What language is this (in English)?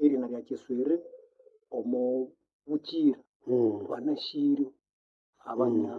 Nande